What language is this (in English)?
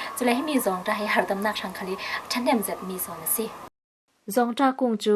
Falam Chin